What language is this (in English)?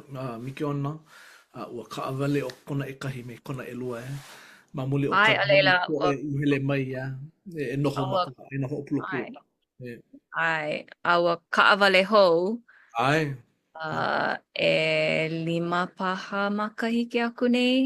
Hawaiian